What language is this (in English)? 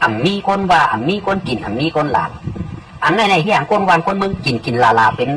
Shan